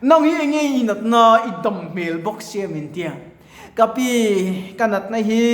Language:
Mizo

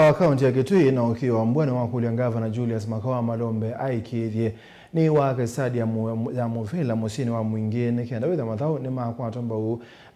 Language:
Kamba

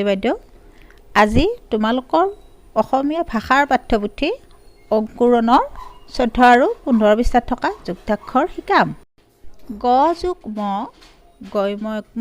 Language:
Assamese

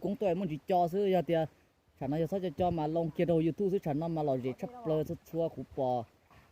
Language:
Hmong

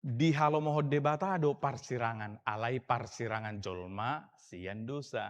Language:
Batak Toba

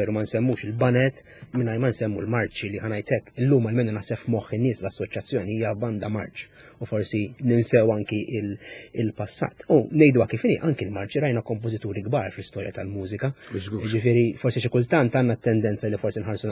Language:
Maltese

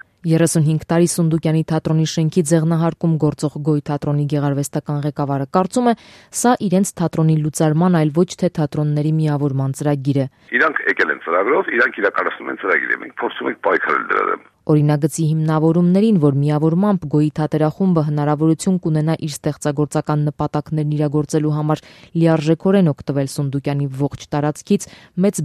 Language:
Armenian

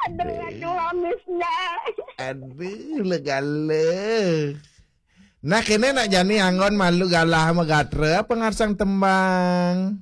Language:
Balinese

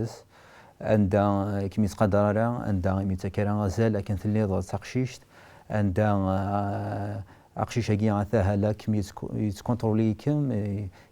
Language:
Kabyle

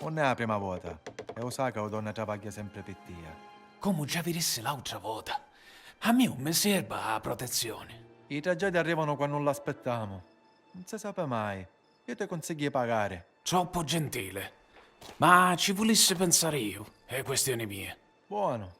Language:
Sicilian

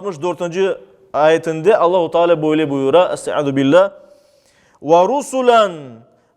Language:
Crimean Tatar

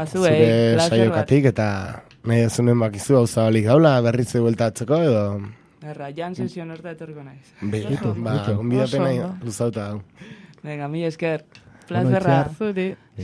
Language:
Basque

